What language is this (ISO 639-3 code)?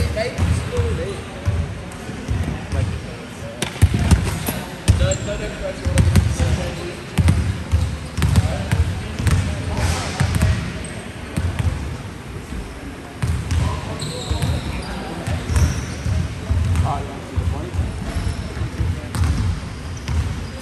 eng